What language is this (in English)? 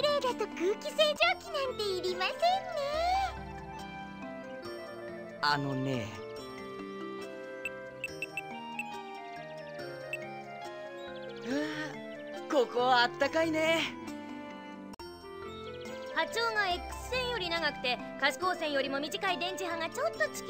Japanese